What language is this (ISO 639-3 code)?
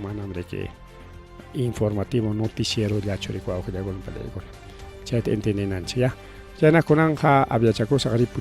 quy